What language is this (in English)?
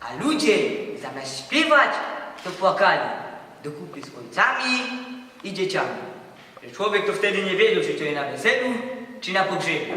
Silesian